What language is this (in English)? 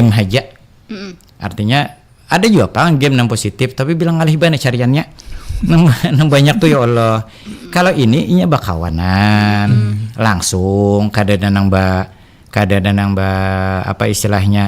Banjar